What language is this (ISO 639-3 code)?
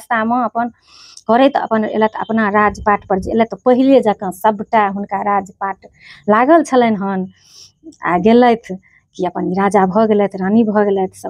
mai